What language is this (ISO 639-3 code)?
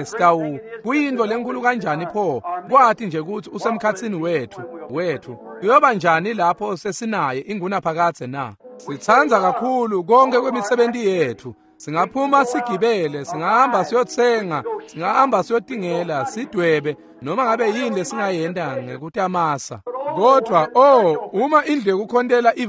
ssw